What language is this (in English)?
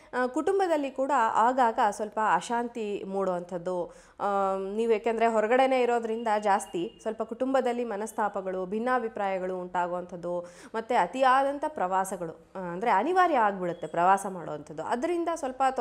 Kannada